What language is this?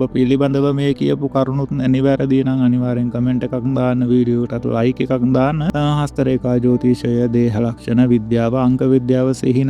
Sinhala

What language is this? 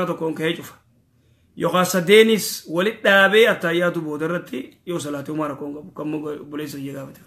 Oromo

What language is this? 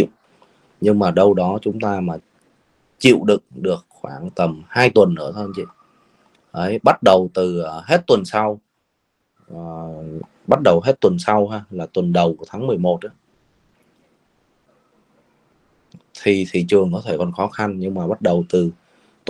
Vietnamese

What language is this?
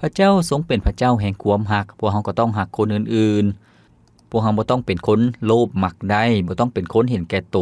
Lao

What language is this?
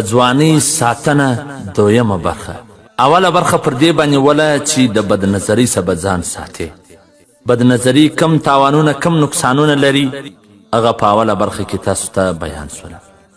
Pashto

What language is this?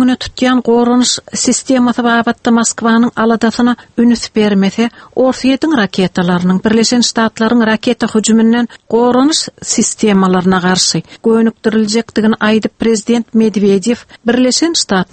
Turkmen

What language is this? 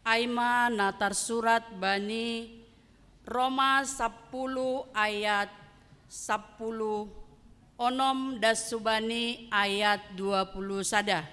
Batak Simalungun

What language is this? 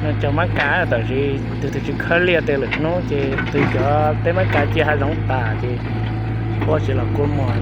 Hmong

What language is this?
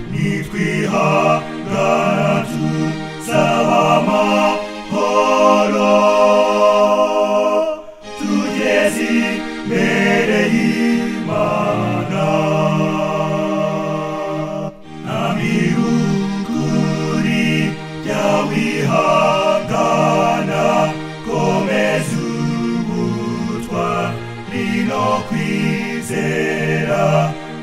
Kinyarwanda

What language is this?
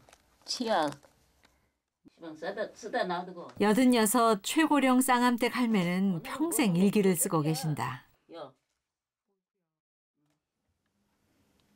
Korean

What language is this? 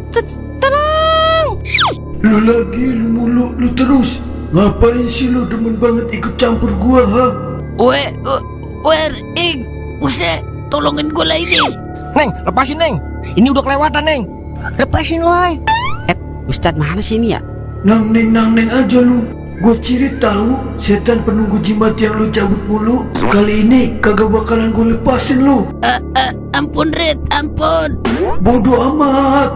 Betawi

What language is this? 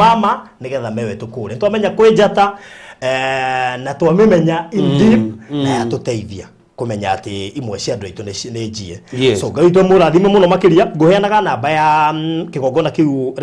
Kikuyu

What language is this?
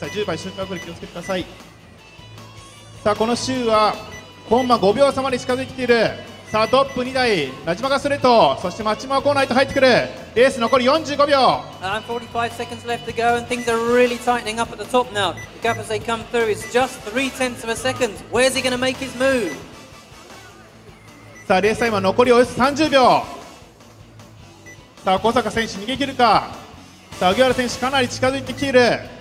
Japanese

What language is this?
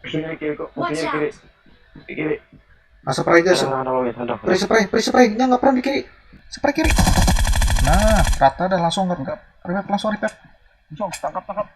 Banjar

